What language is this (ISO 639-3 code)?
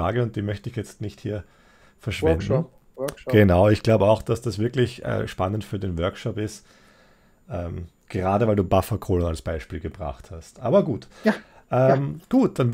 deu